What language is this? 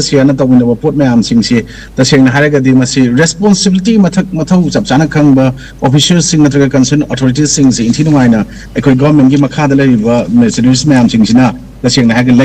Manipuri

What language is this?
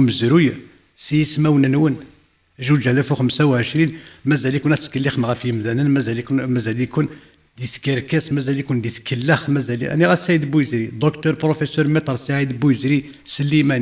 Kabyle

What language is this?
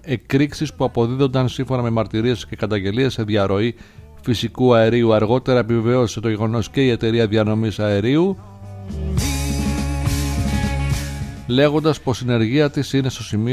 Greek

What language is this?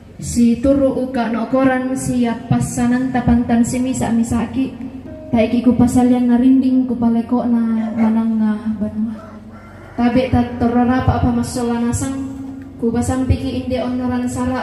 Toraja-Sa'dan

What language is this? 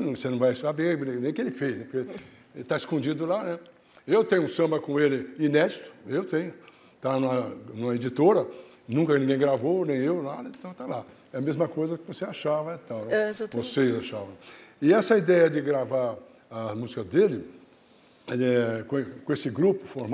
Portuguese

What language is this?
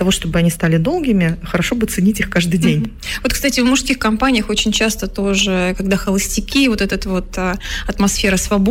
Russian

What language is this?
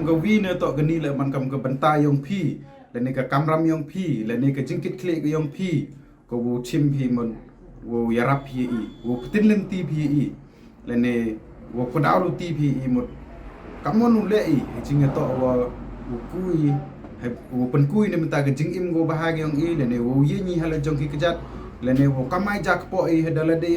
Pnar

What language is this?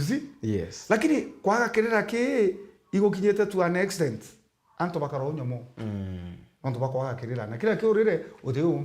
Meru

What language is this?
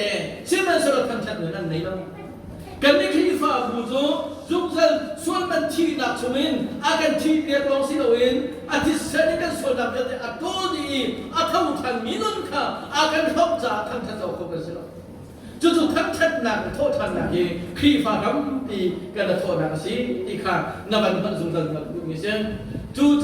Hakha Chin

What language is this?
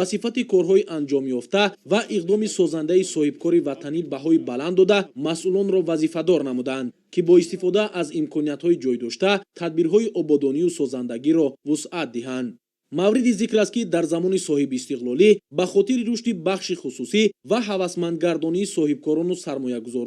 Tajik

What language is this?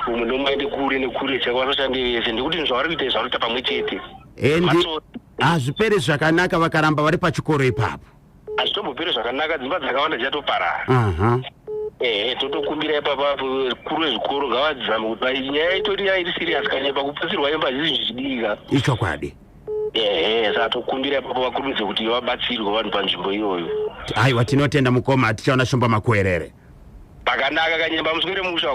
Shona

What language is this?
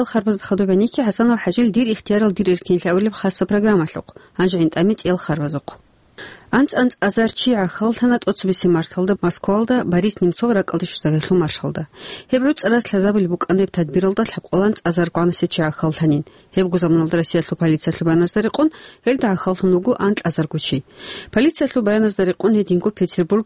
Avaric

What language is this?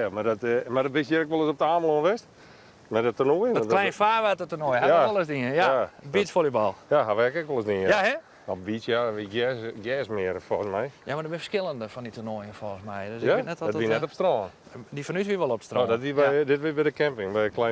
Western Frisian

